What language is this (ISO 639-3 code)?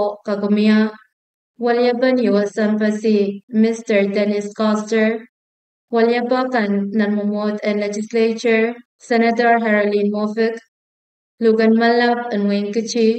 pon